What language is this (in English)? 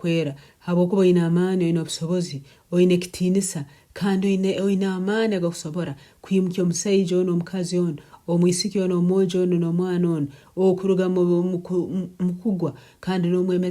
Nyankole